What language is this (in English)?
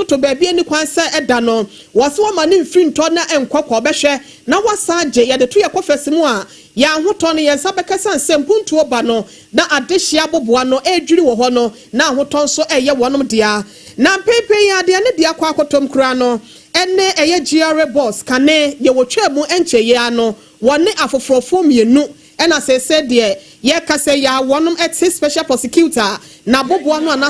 Akan